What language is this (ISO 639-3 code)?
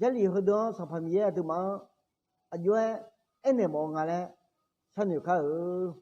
ahk